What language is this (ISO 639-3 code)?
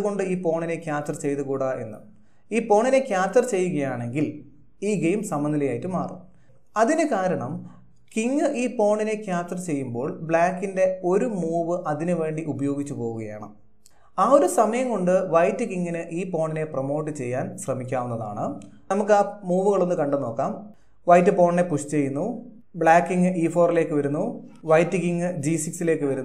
mal